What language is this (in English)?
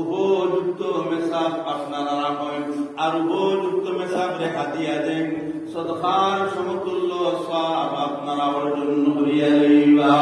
Sylheti